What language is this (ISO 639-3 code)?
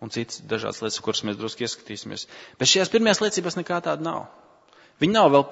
lav